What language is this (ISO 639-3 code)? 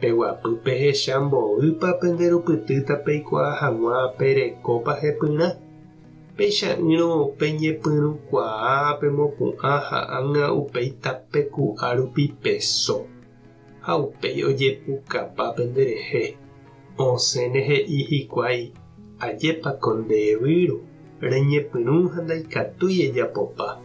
grn